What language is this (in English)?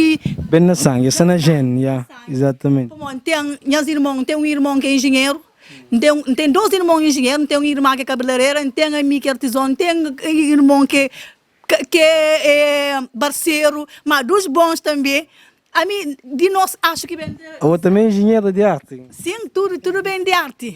Kabuverdianu